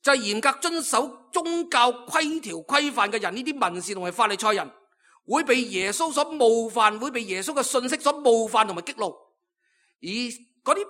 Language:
Cantonese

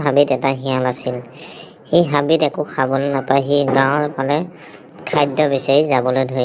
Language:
Assamese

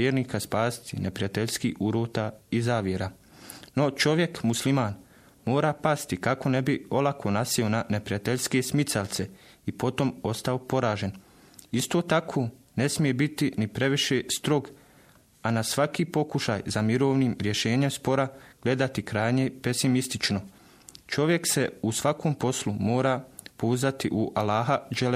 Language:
Bosnian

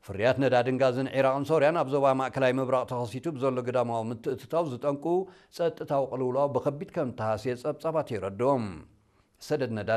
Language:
Tigrinya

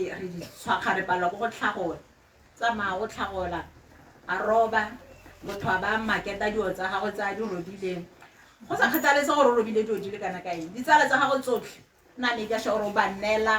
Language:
Tswana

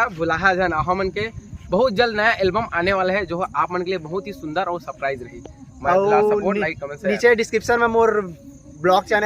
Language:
Chhattisgarhi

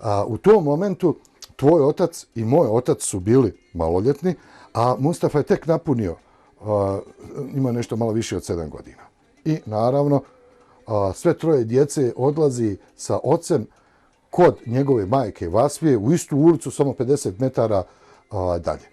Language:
Bosnian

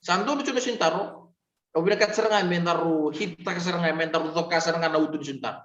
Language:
Fijian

